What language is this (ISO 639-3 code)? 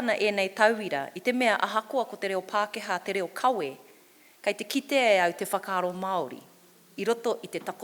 mri